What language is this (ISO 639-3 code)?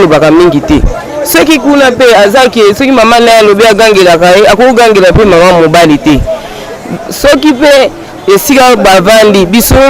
lin